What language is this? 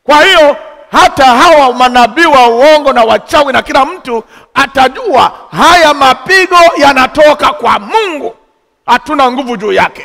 Swahili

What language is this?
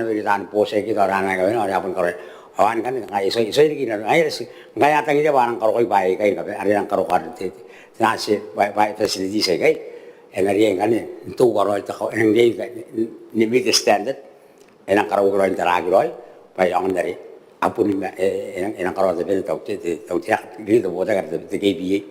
Gilbertese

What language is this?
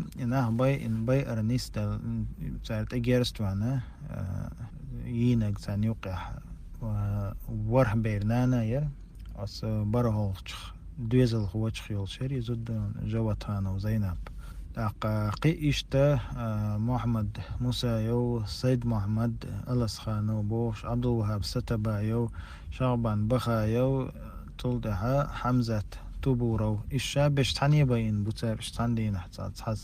Chechen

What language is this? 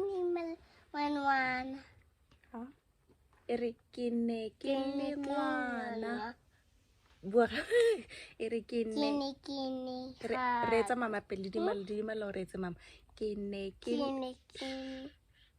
Tswana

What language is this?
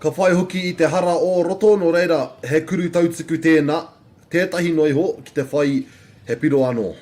Māori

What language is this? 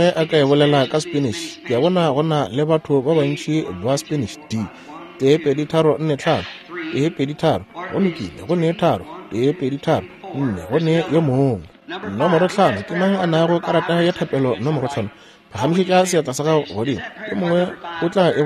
Northern Sotho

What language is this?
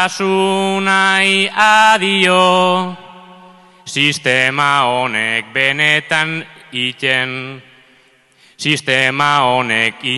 Basque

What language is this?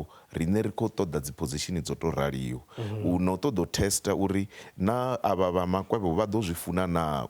Venda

